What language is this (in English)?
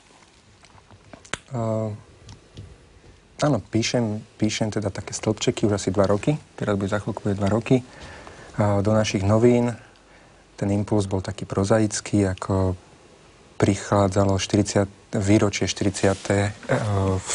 Slovak